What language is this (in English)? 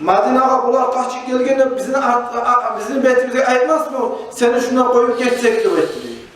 Kumyk